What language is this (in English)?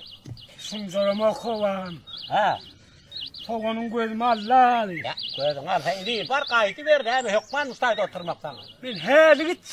Turkmen